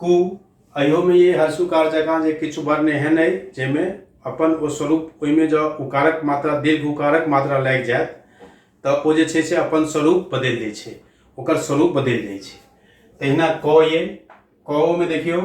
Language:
Maithili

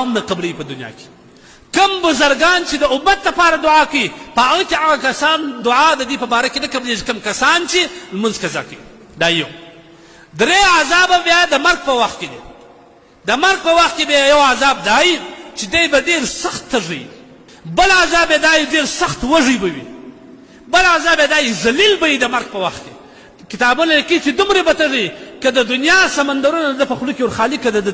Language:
Pashto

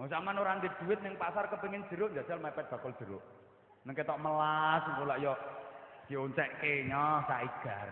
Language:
Javanese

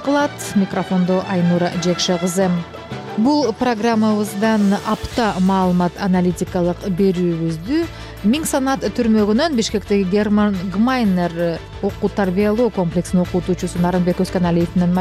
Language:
Kyrgyz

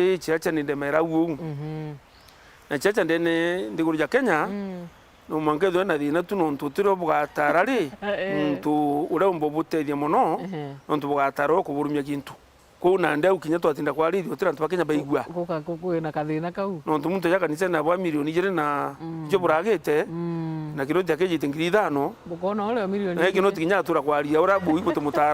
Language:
Meru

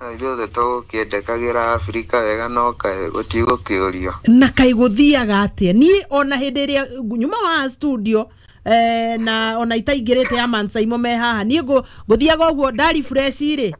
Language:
Kikuyu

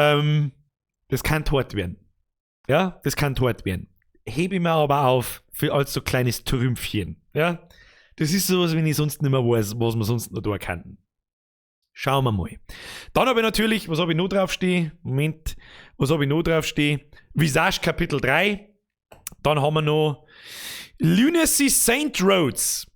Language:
Bavarian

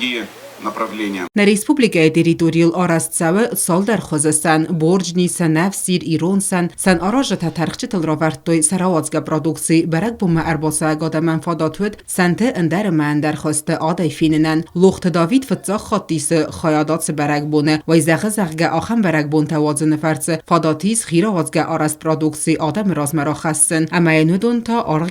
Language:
Ossetic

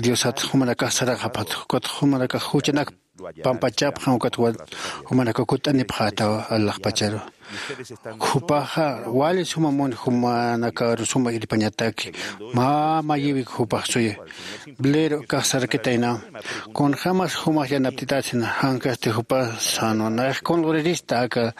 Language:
Aymara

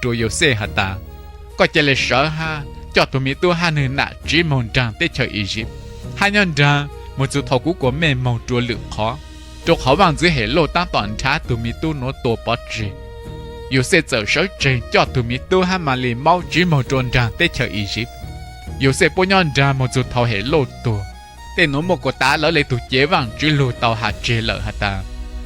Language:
Hmong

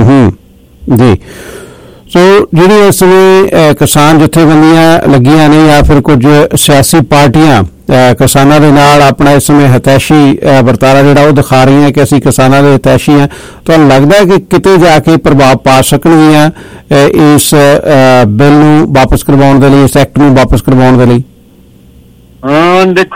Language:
Punjabi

